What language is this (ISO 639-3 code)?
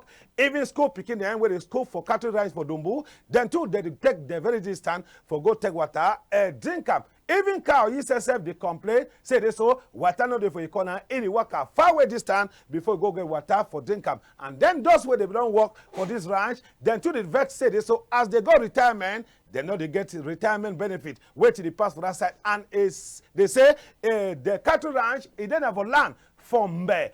wes